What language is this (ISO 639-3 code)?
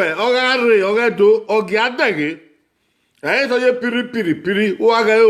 bin